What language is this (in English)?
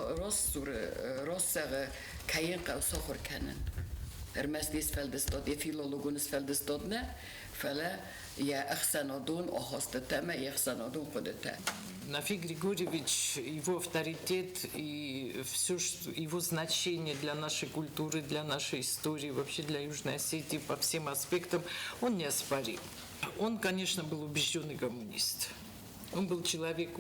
Ossetic